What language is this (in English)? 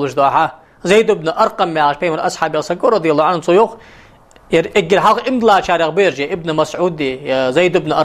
Ingush